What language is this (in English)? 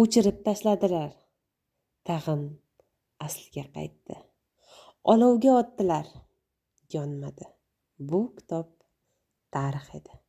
Uzbek